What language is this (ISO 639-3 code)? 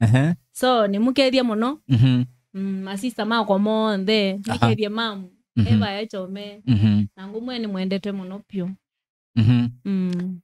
kam